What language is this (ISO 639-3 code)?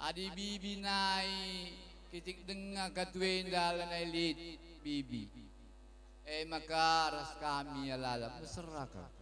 btx